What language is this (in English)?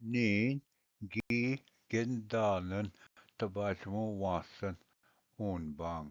Ojibwa